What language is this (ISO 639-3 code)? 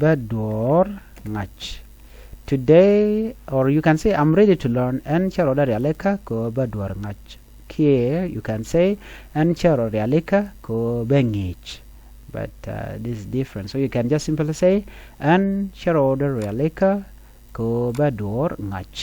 nus